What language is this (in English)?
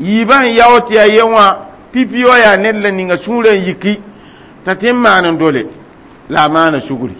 Mossi